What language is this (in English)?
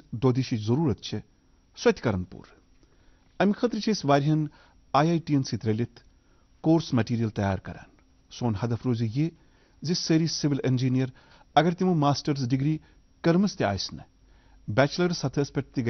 Kashmiri